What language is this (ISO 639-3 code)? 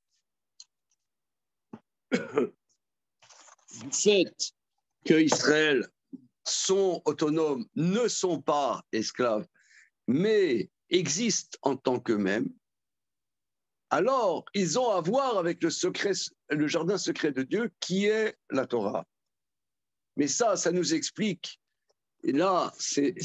fra